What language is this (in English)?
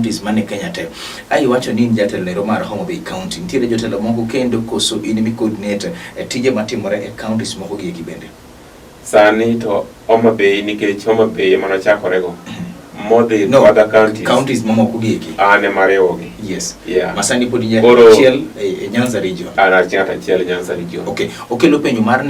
Luo (Kenya and Tanzania)